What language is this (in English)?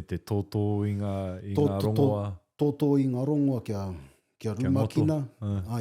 Māori